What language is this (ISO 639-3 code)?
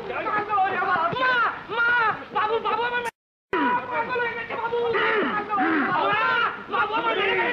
ben